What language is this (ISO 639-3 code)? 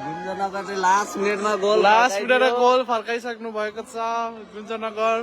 nep